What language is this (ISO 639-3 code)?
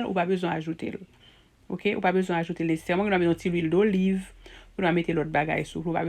hat